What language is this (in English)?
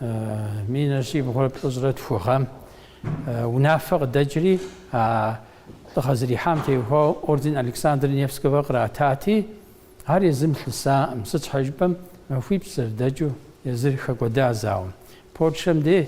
Kabardian